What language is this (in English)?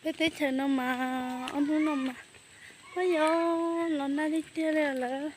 Hmong